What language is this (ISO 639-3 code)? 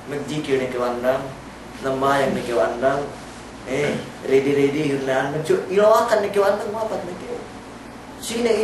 yka